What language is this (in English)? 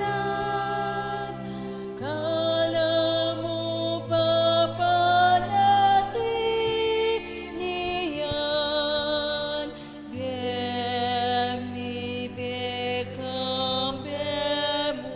Pampanga